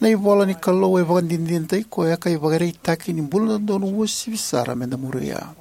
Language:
Fijian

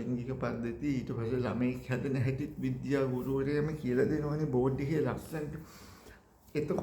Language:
Sinhala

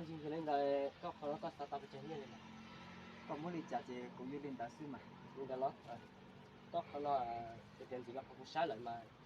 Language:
Hmong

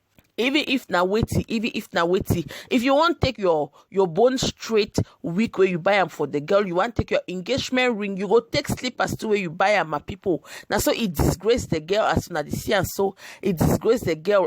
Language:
Nigerian Pidgin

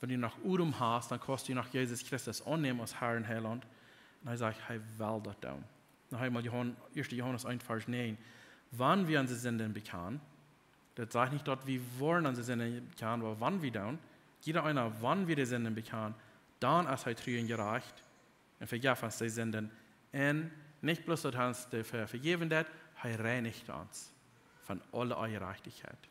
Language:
Plautdietsch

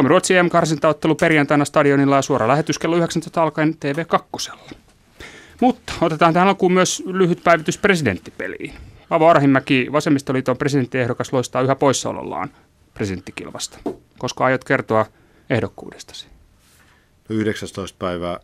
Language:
Finnish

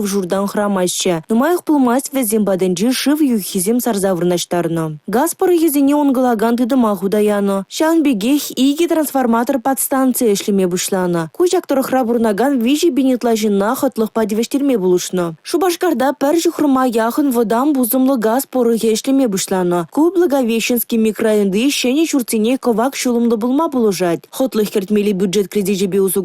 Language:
Chuvash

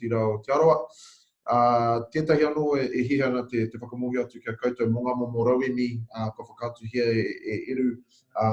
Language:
Māori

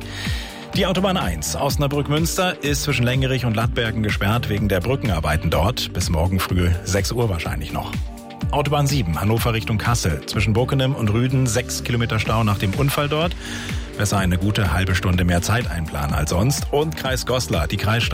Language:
German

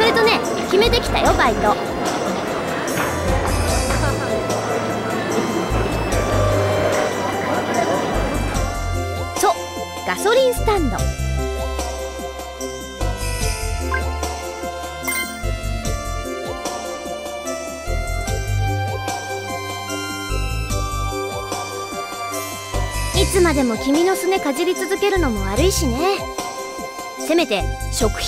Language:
Japanese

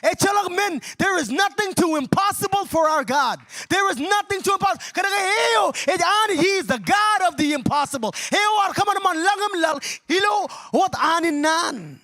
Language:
Marshallese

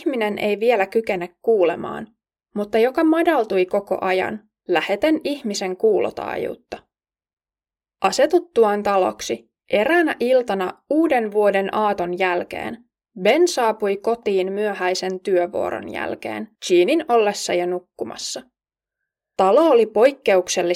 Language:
Finnish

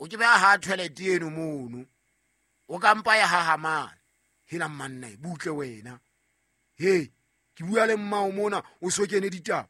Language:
Southern Sotho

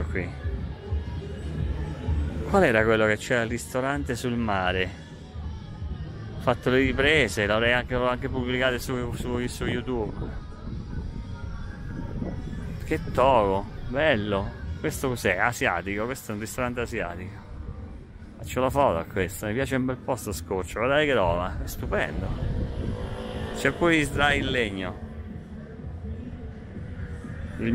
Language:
Italian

